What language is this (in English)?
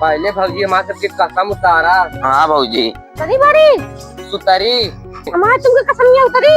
Awadhi